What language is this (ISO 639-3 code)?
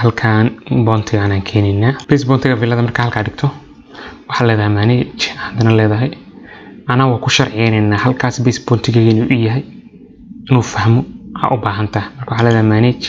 som